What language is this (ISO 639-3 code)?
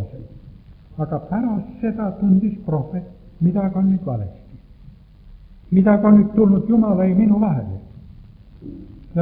est